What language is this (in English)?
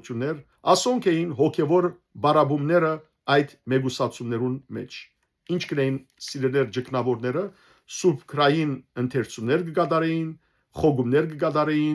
Western Armenian